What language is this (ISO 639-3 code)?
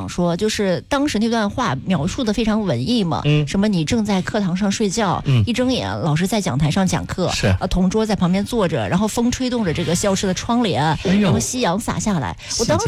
zho